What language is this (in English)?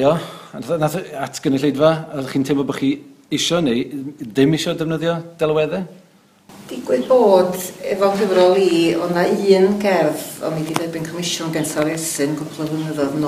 Welsh